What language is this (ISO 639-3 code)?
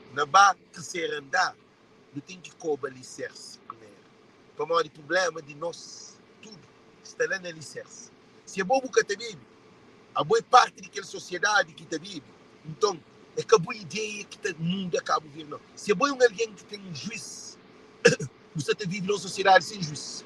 kea